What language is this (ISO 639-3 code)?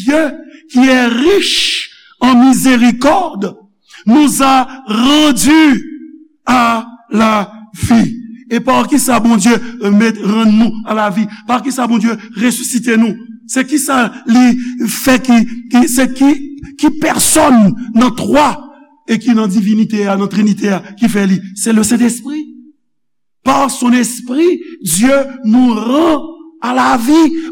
hat